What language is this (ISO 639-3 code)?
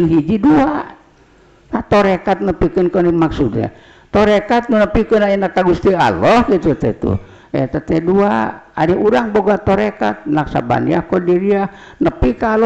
sun